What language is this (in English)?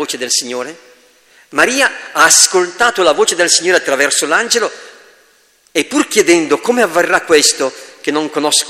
Italian